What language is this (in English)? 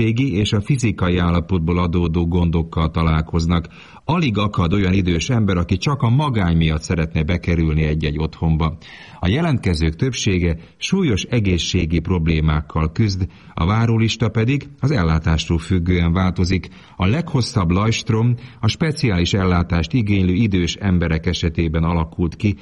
Hungarian